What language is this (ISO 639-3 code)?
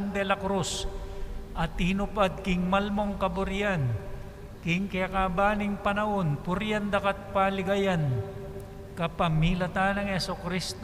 pam